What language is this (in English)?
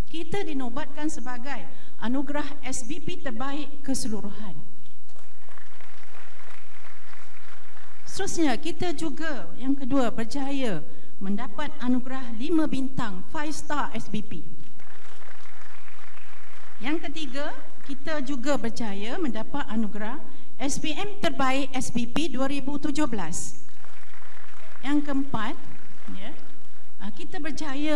Malay